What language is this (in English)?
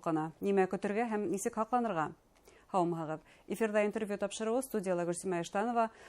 Bashkir